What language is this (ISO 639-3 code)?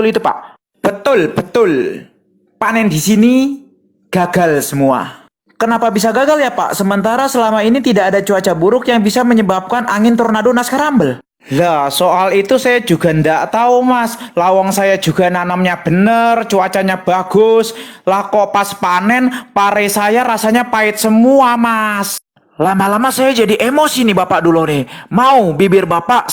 bew